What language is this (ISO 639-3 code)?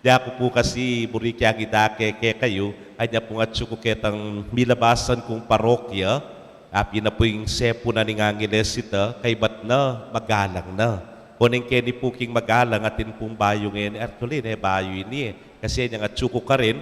pam